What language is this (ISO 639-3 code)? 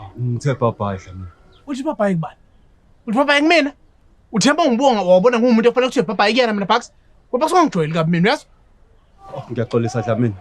zul